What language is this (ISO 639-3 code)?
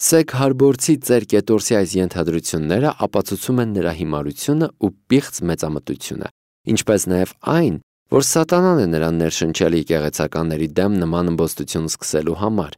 hye